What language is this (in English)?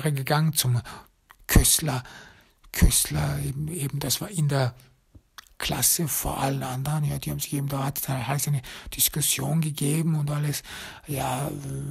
German